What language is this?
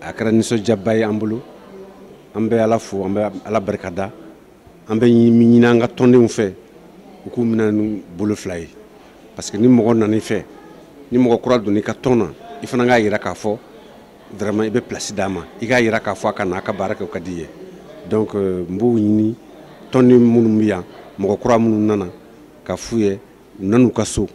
Bambara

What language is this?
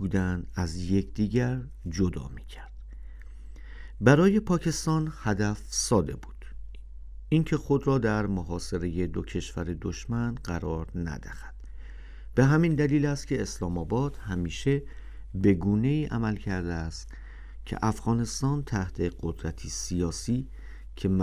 Persian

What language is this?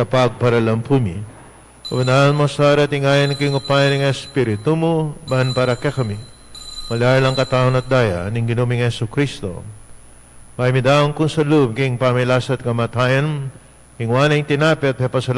Pampanga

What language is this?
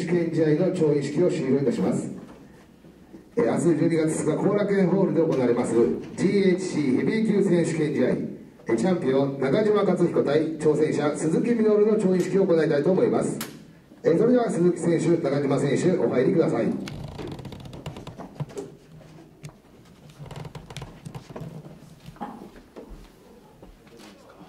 Japanese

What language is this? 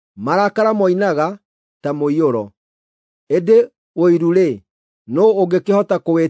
Kikuyu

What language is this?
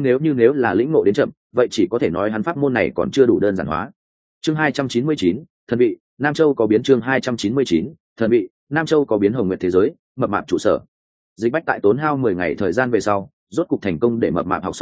Vietnamese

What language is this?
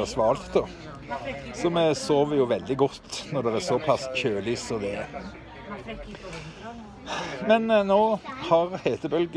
Norwegian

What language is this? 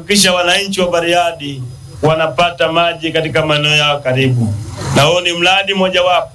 Swahili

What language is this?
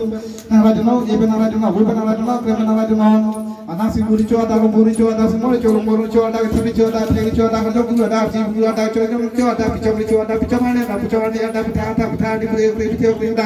Karbi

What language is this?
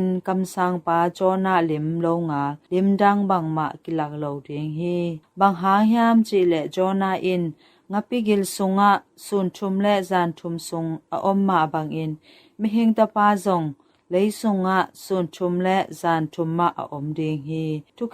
Tedim Chin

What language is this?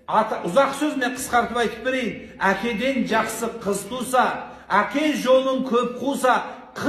Kazakh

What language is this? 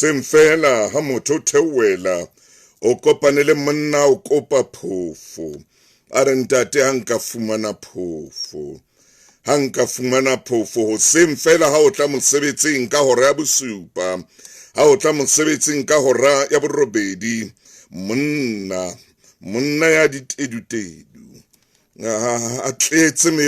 Southern Sotho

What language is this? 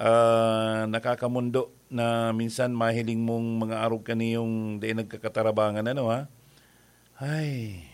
Bikol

